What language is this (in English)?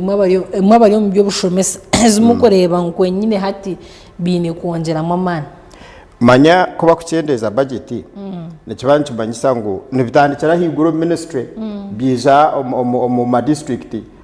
Nyankole